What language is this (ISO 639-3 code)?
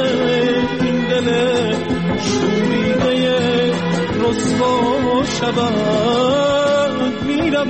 fas